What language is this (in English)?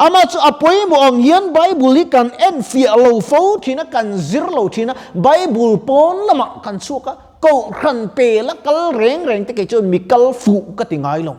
Mizo